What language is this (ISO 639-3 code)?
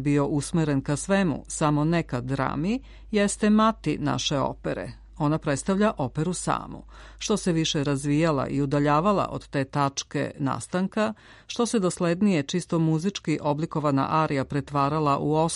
srp